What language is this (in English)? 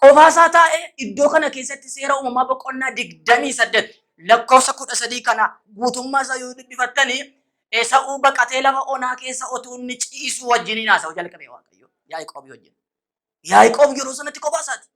Oromo